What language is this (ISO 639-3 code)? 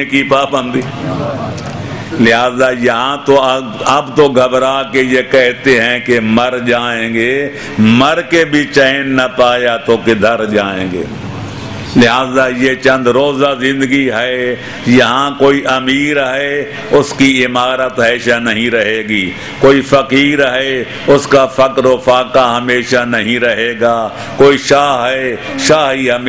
urd